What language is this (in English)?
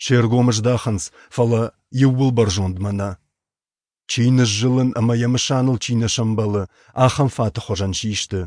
Ossetic